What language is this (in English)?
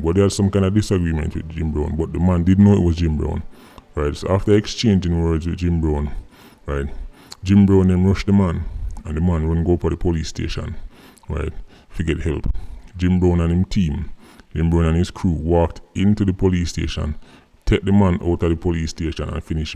Jamaican Creole English